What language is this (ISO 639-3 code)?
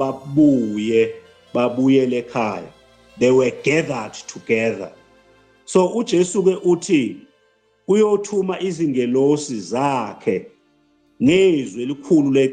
zul